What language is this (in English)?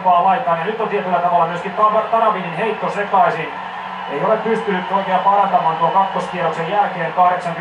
Finnish